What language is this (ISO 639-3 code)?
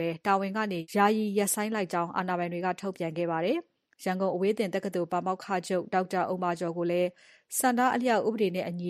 mya